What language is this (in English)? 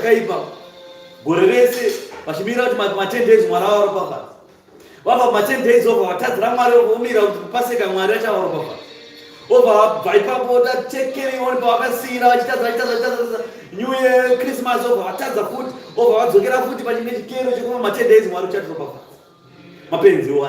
Shona